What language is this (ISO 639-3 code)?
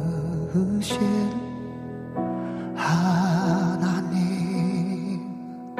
kor